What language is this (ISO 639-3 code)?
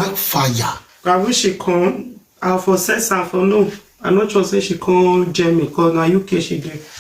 pcm